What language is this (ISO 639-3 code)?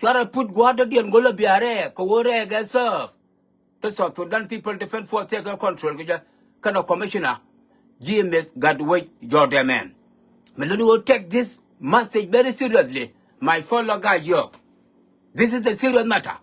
nus